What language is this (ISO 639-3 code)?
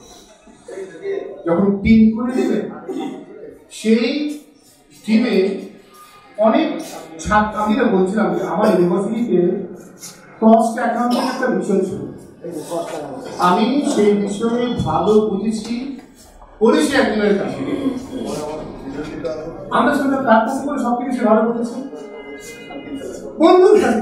ben